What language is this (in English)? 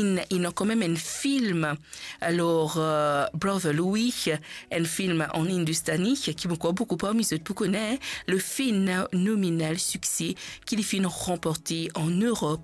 Morisyen